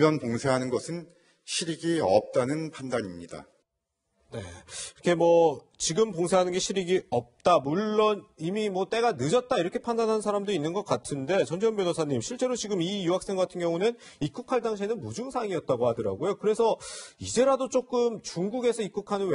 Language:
Korean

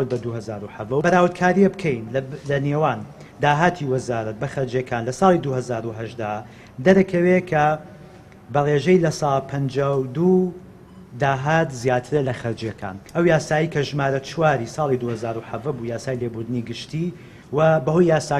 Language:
Central Kurdish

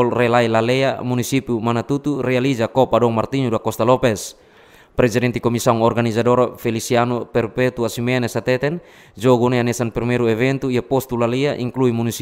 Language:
Tetum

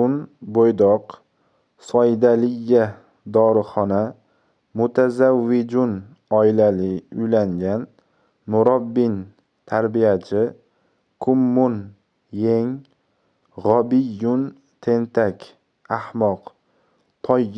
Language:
Uzbek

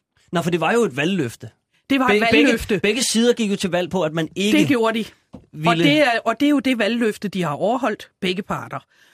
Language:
Danish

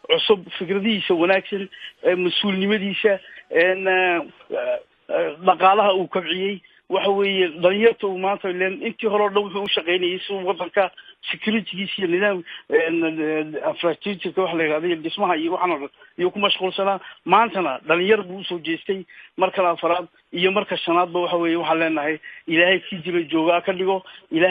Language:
Somali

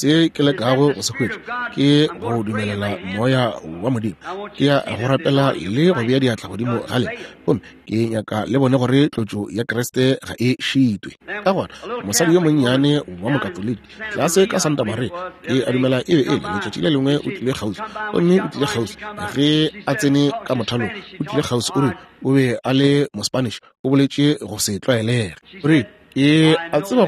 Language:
Northern Sotho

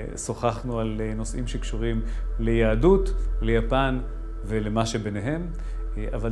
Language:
Hebrew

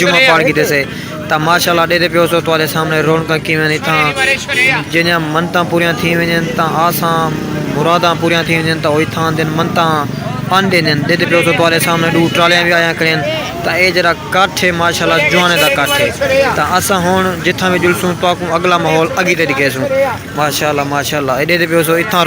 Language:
Saraiki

